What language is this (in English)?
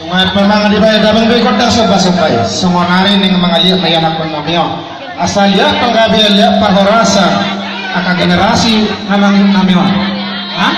Batak Toba